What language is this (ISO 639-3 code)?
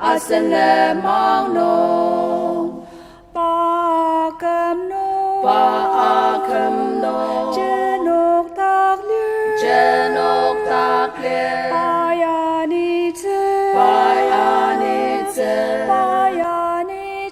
njo